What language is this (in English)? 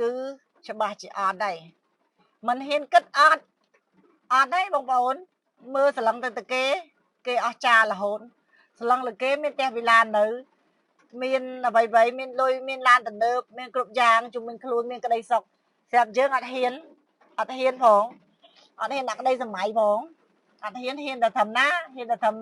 Khmer